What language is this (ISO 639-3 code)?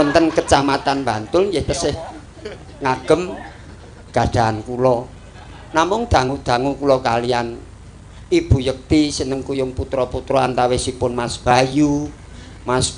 jav